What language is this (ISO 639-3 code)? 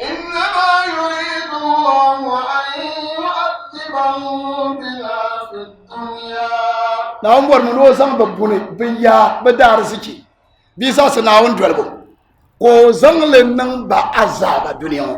dag